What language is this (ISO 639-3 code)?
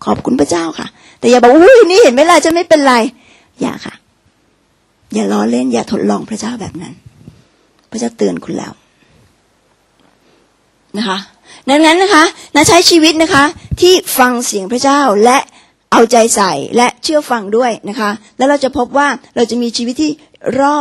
tha